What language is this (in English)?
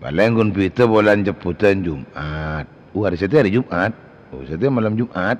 Madurese